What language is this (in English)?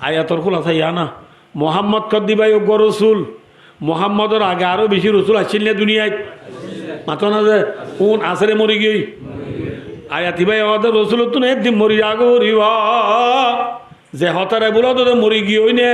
Rohingya